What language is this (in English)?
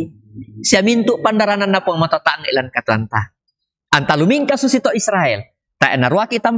Toraja-Sa'dan